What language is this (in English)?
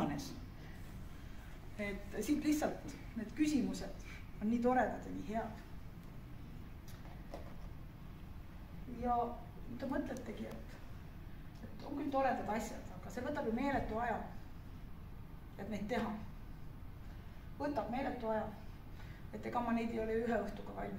Estonian